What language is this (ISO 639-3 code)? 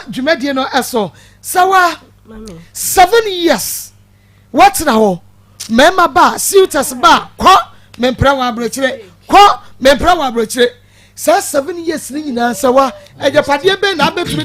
aka